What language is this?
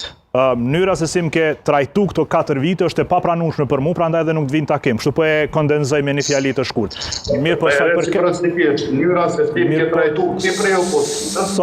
Albanian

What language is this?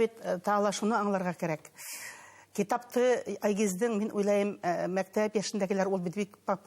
Bashkir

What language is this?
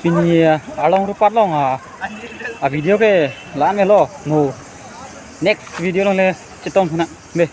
Karbi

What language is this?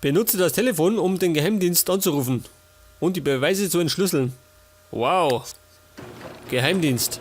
Bavarian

